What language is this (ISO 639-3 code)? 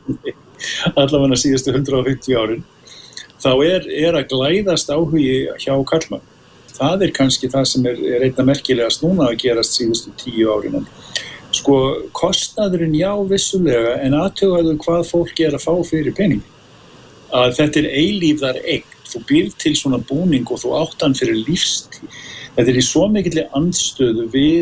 isl